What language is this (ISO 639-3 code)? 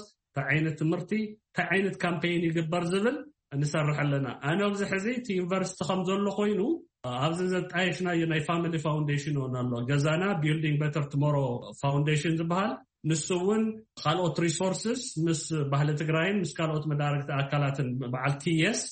tir